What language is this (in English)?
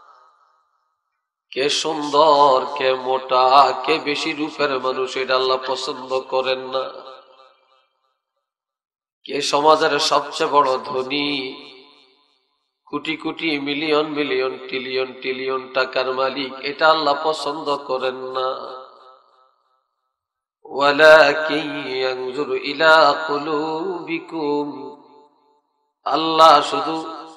Bangla